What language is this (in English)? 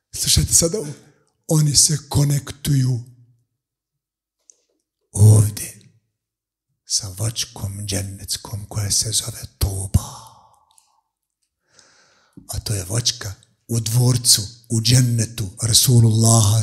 Bosnian